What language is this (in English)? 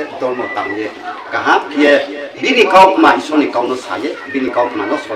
Riang (India)